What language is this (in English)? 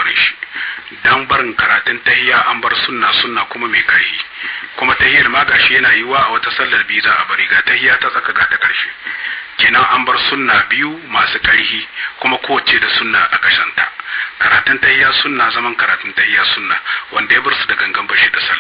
Hausa